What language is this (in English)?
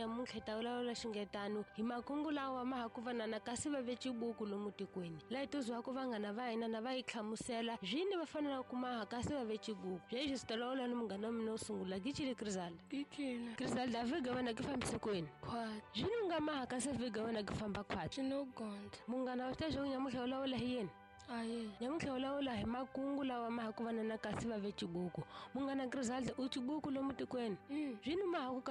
Tsonga